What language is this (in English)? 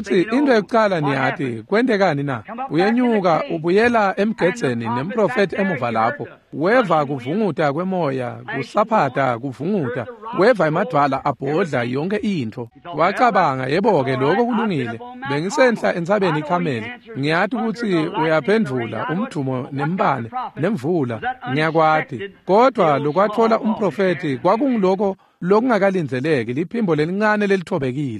Swati